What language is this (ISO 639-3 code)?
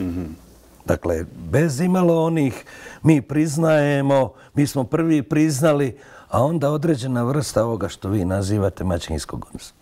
bos